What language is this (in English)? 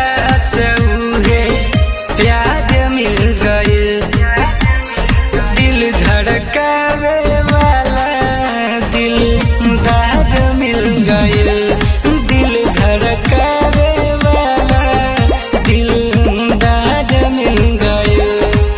Bhojpuri